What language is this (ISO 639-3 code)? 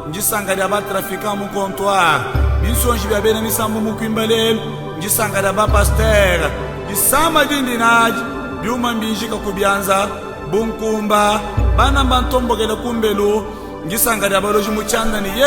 lua